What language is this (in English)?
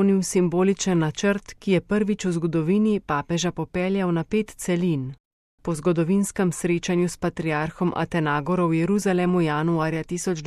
Slovenian